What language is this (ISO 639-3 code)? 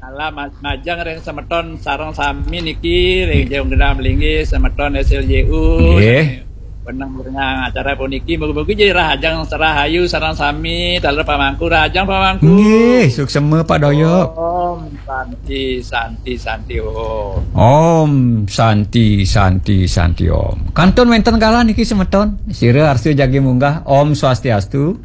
ban